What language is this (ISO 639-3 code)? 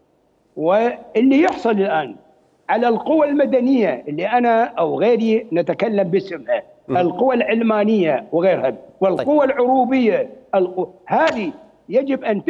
acm